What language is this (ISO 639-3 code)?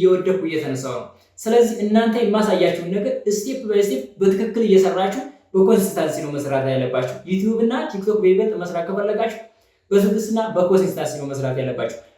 amh